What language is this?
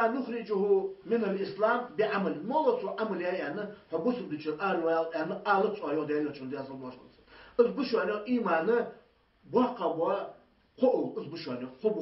Ingush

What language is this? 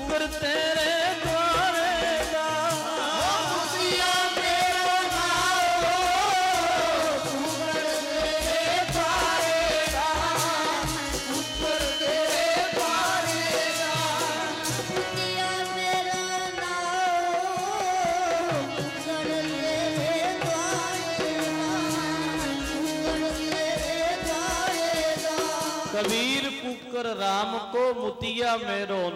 Punjabi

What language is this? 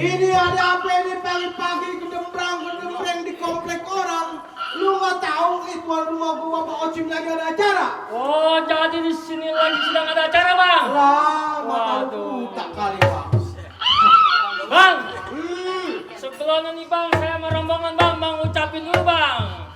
Betawi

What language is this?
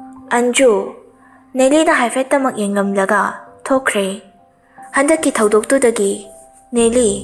Manipuri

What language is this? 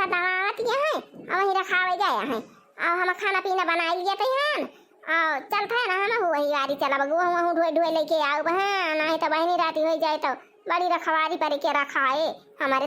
Awadhi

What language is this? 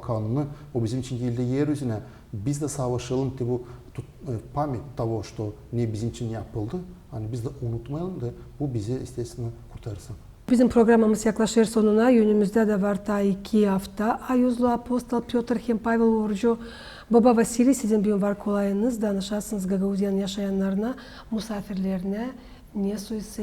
Gagauz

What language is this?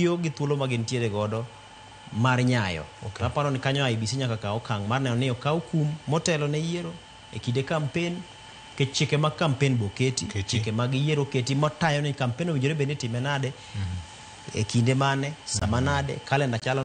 Luo (Kenya and Tanzania)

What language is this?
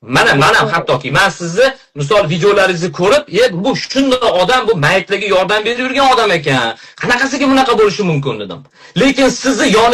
Uzbek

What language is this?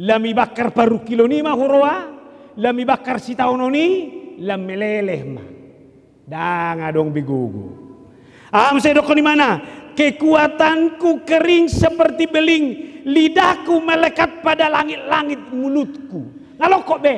Batak Toba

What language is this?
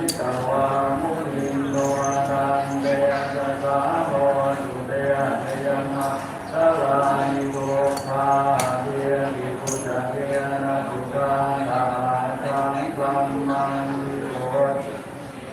Pali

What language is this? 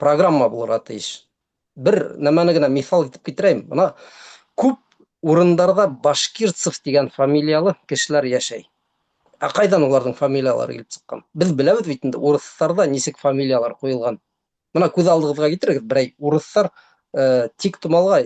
Bashkir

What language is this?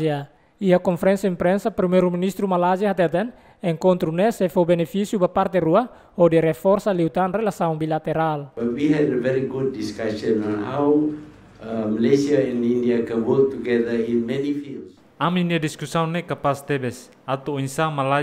Tetum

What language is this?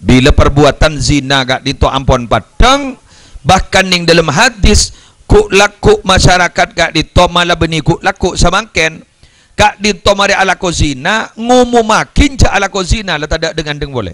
Madurese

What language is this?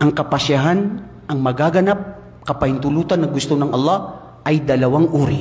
Maranao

